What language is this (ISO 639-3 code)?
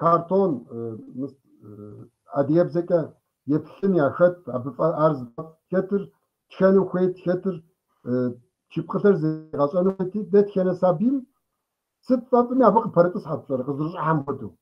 kbd